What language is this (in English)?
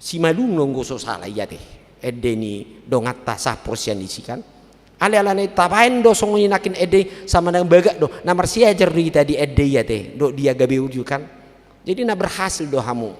Batak Toba